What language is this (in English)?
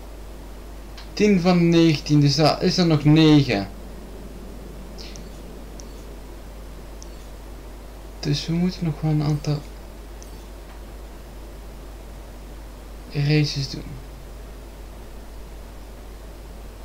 Dutch